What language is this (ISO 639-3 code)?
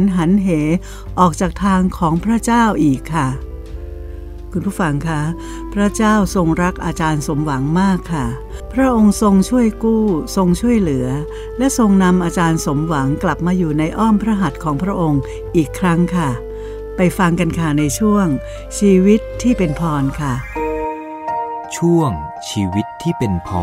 tha